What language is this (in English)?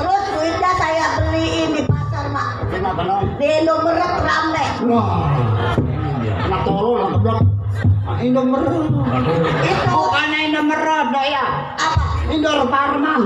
Betawi